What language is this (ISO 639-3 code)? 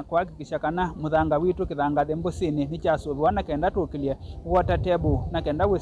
kam